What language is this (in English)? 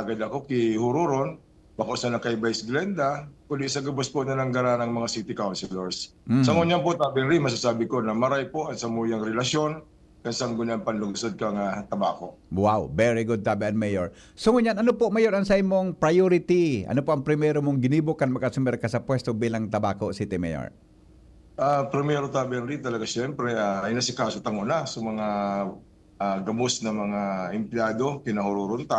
Bikol